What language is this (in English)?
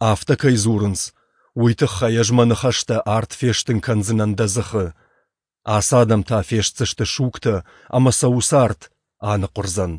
Ossetic